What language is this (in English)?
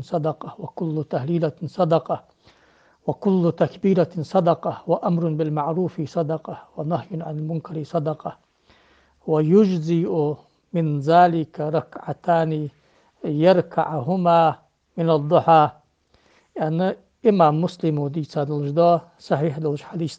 Ingush